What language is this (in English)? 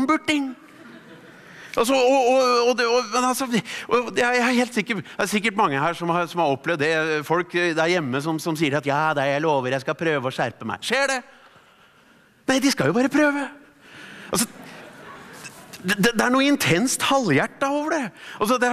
Norwegian